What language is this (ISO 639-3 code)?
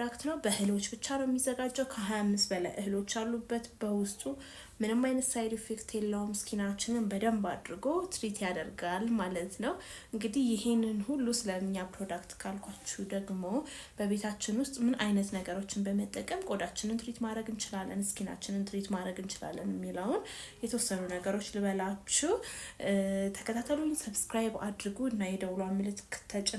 amh